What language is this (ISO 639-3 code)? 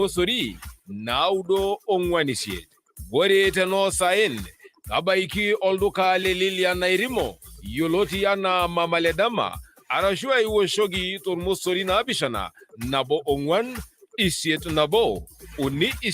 mas